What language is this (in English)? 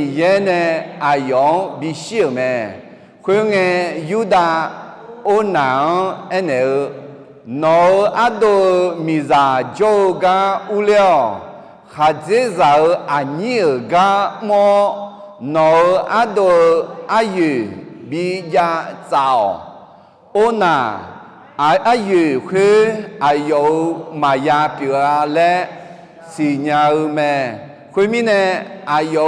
Akha